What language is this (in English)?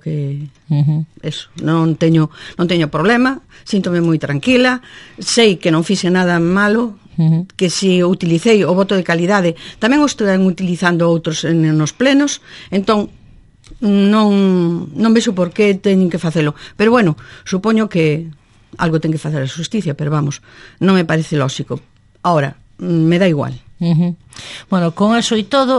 Galician